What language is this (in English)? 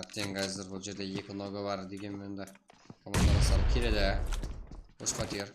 Kara-Kalpak